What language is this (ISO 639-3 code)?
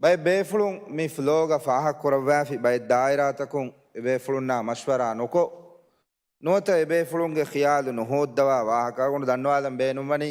div